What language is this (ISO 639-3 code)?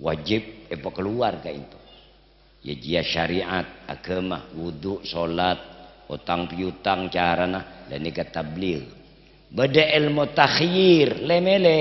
mad